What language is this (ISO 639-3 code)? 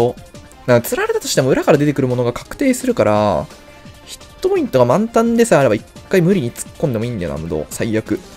jpn